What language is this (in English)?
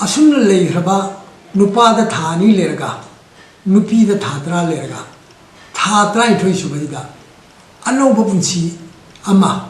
Manipuri